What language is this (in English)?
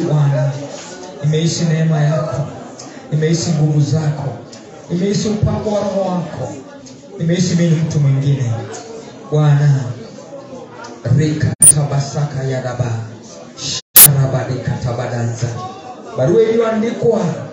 Swahili